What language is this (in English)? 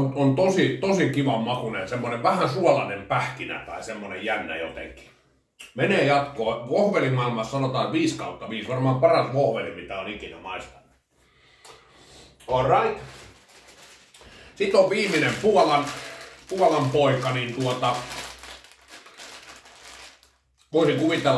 Finnish